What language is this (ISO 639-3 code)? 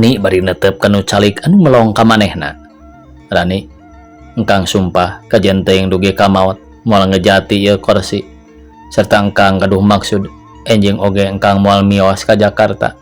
sun